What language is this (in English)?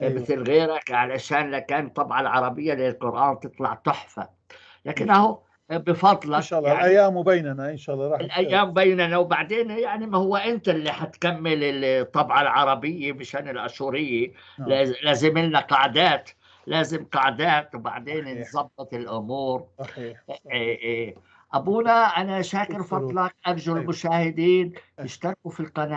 North Levantine Arabic